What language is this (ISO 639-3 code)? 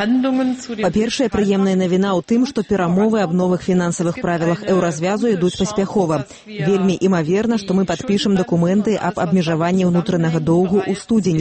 bel